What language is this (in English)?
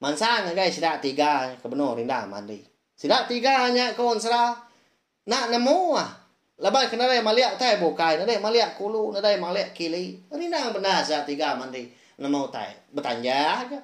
Iban